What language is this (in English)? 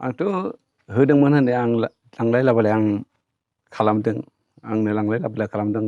Bodo